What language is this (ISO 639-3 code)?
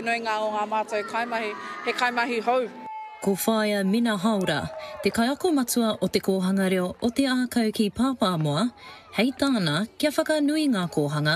mri